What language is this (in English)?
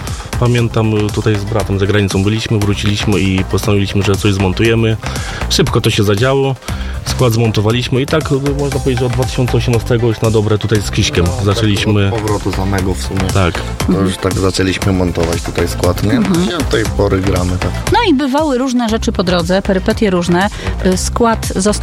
Polish